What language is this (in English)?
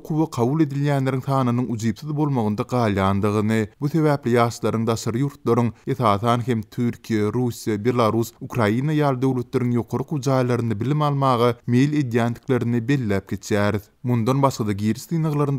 Turkmen